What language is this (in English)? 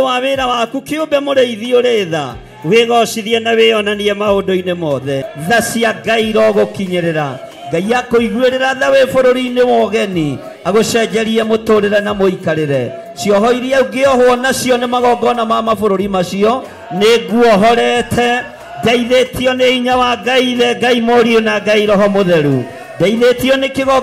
Kikuyu